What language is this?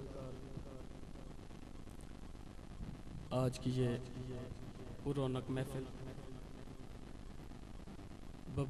Urdu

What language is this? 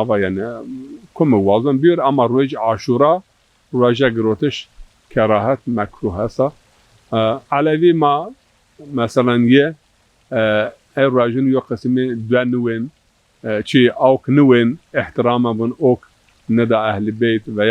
Zaza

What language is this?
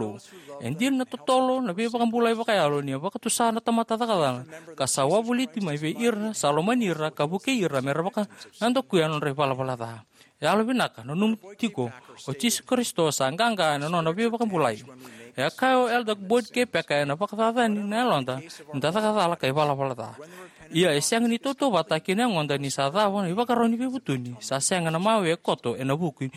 Fijian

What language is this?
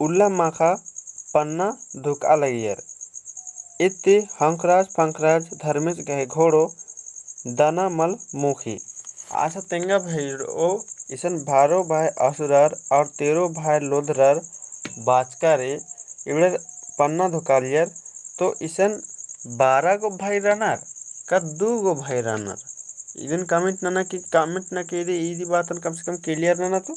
Kurukh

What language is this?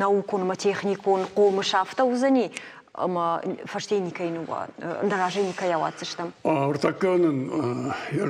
Ossetic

